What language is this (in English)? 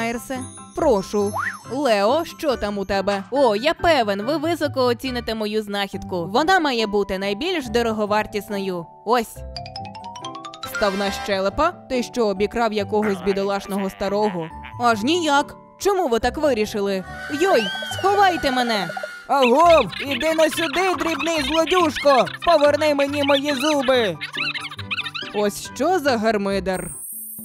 Ukrainian